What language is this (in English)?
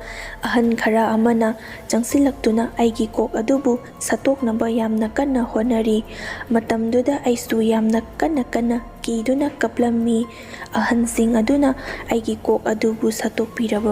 Manipuri